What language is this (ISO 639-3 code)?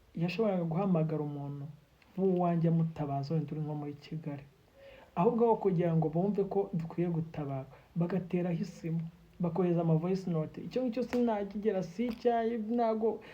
kin